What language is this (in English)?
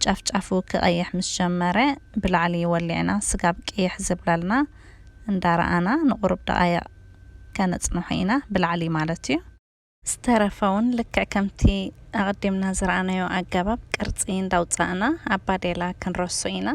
Tigrinya